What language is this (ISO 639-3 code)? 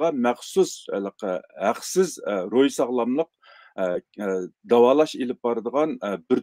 uig